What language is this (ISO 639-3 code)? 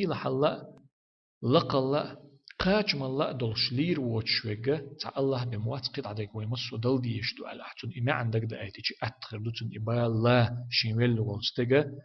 che